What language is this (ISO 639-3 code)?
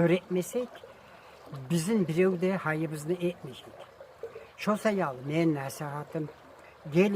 kum